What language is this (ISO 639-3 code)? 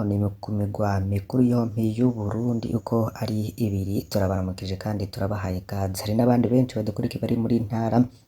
run